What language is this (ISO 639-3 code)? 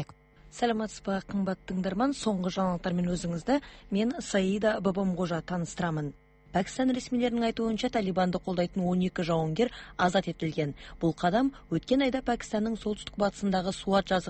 kaz